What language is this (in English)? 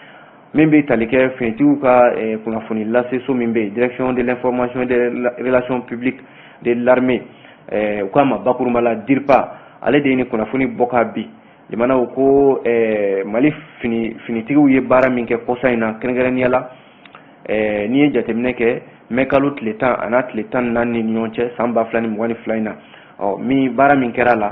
Bambara